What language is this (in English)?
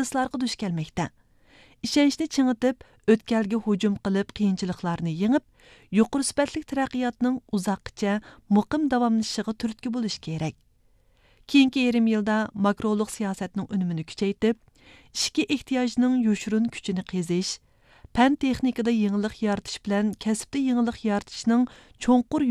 Uyghur